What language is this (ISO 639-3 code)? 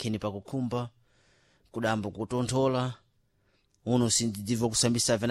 seh